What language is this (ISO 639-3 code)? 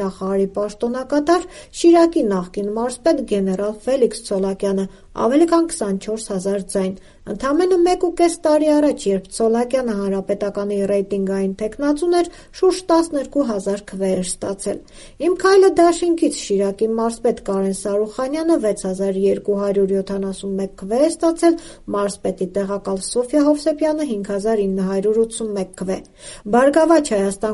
hye